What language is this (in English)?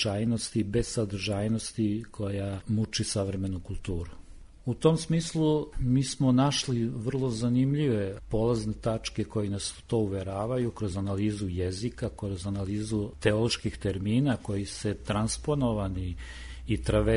Serbian